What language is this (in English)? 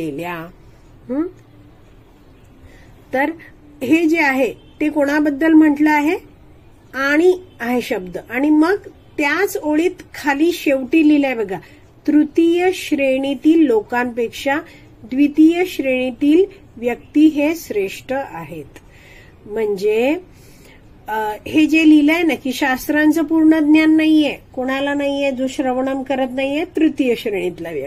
Marathi